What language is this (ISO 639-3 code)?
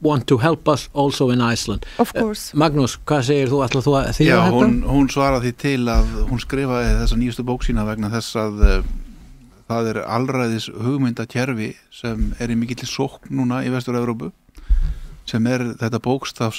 isl